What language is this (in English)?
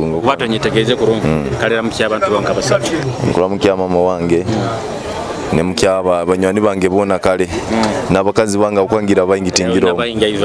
Nyoro